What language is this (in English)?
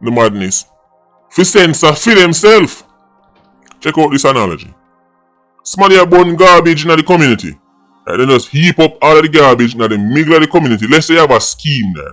Jamaican Creole English